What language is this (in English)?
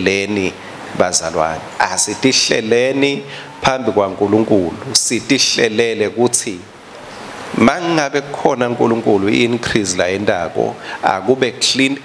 Swati